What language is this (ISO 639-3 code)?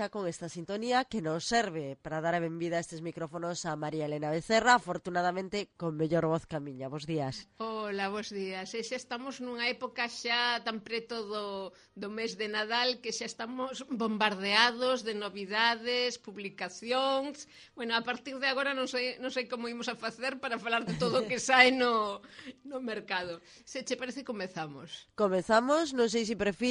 glg